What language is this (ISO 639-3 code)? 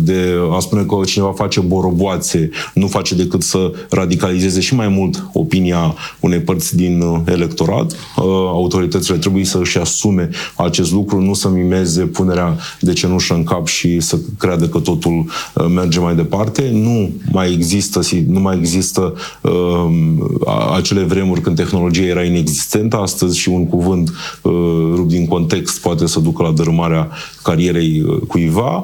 ron